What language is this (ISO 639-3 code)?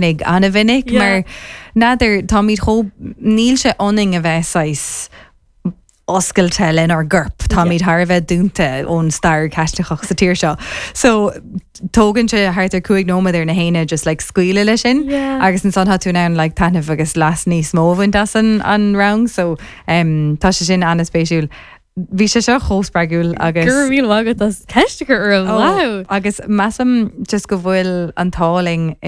gle